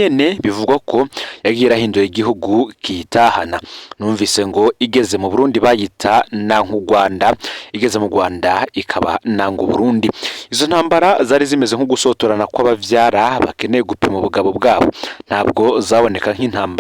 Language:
Rundi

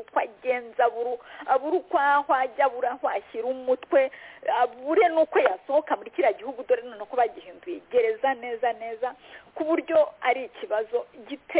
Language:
Kinyarwanda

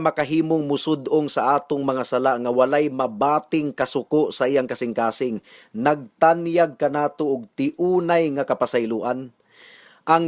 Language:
Cebuano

